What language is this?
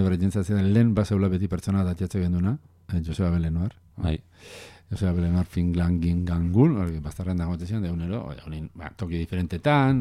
Basque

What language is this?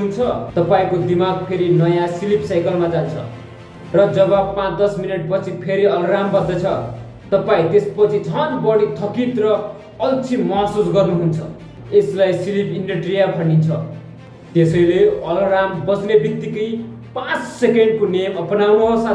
Nepali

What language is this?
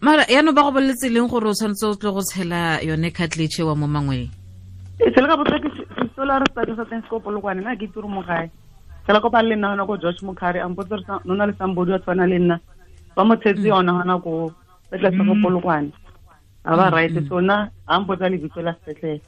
Tswana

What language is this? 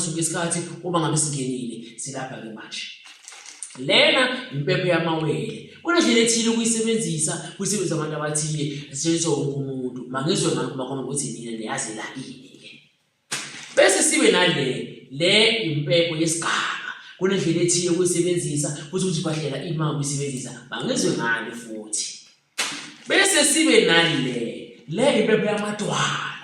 Zulu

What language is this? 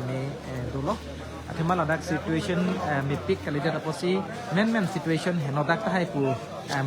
Karbi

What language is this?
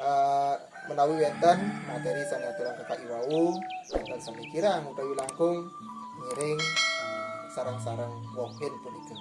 Balinese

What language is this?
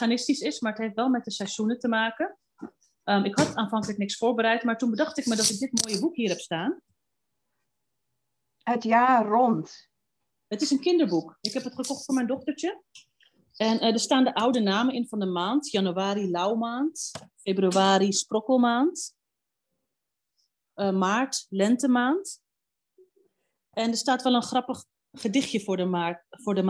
Dutch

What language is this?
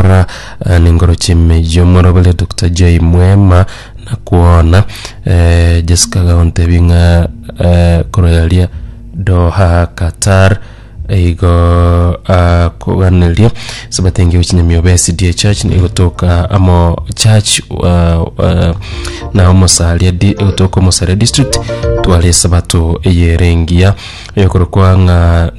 Gusii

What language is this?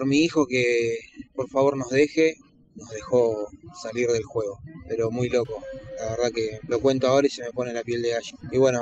Spanish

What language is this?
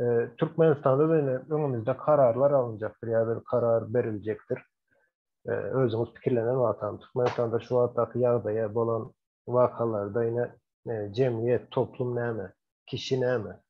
Turkmen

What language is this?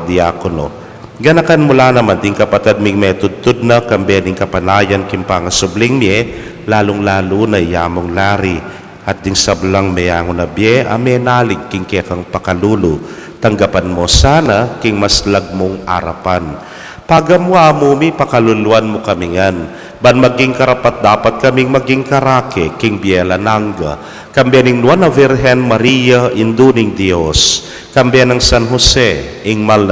Pampanga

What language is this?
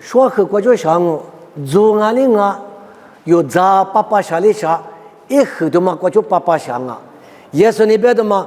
Lisu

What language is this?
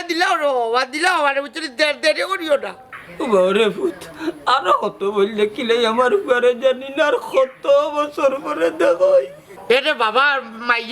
Sylheti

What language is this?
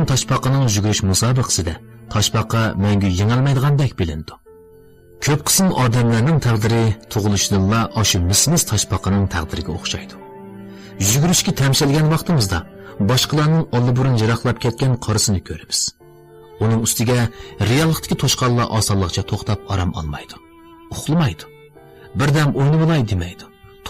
Uyghur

